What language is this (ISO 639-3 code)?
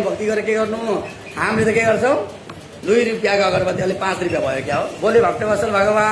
nep